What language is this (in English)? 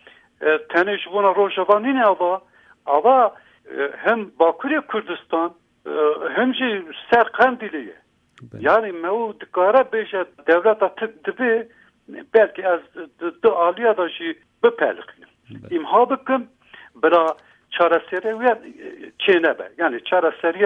Kurdish